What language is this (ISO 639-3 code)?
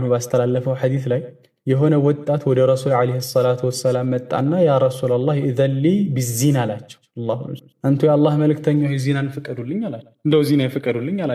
amh